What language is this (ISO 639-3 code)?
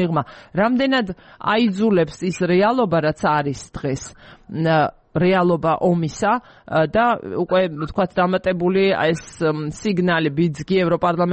kat